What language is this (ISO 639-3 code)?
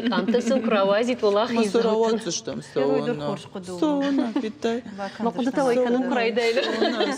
oss